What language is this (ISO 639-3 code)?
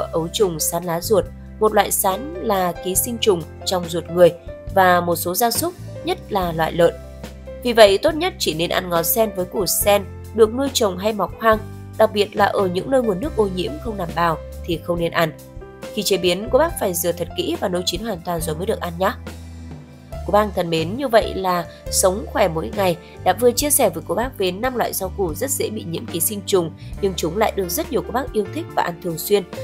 vie